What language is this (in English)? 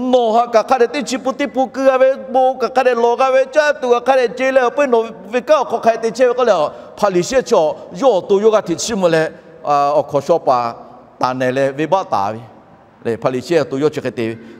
Lahu